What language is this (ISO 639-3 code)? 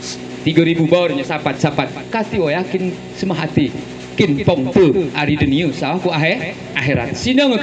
gay